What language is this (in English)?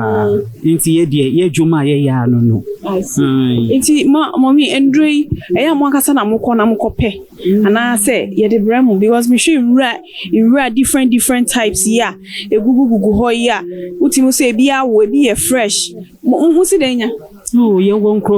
Akan